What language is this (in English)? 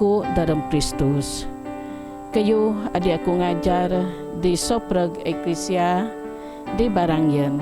Biatah Bidayuh